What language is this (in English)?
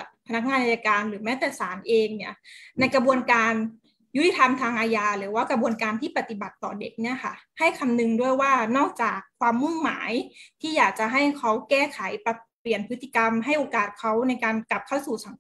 Thai